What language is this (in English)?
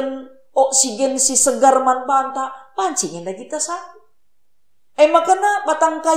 Batak Karo